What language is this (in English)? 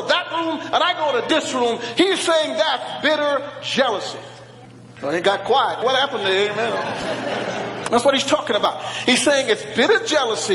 English